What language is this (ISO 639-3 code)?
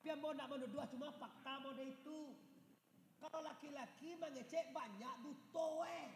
min